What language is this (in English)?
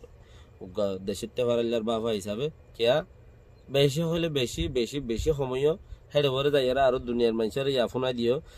Rohingya